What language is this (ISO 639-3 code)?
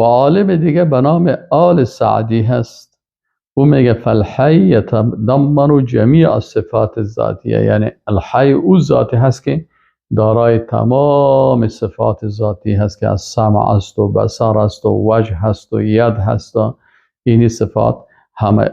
fas